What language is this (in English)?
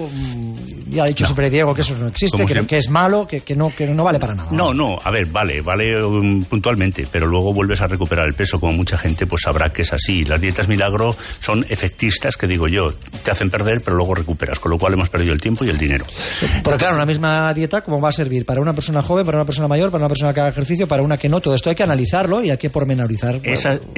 Spanish